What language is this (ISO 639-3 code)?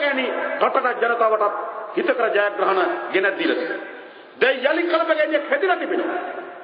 sin